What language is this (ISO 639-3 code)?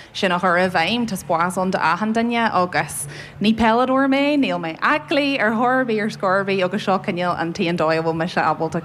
gle